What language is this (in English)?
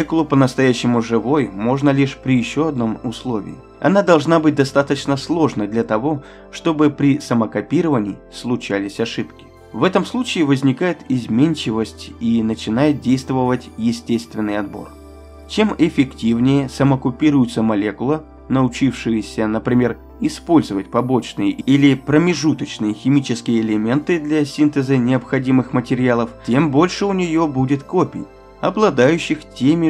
Russian